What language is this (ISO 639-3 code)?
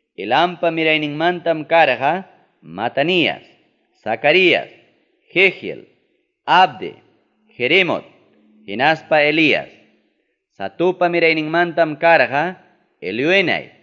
quy